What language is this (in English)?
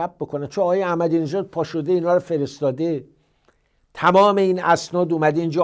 Persian